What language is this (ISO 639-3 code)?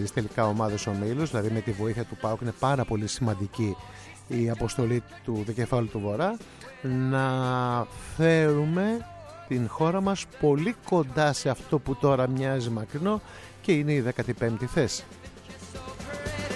ell